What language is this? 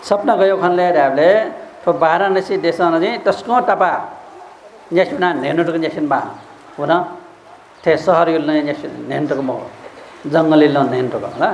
Newari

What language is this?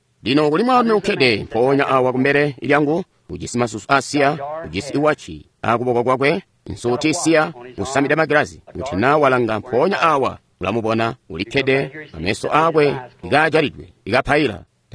Tonga (Zambia)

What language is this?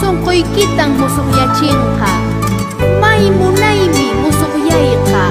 South Bolivian Quechua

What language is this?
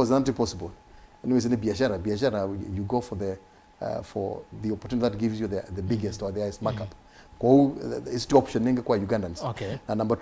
Kamba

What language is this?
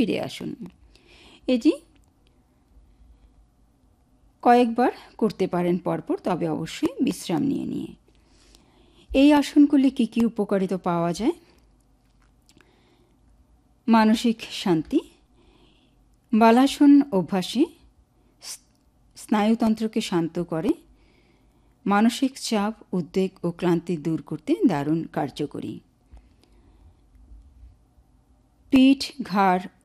Bangla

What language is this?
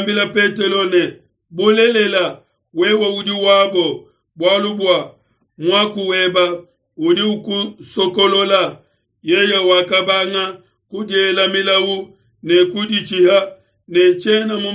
Luba-Lulua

